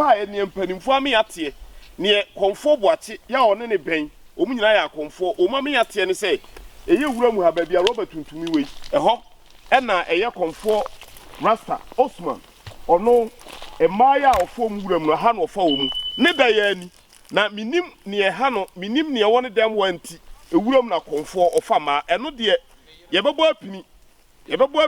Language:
Akan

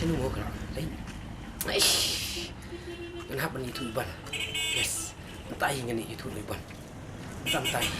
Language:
Khasi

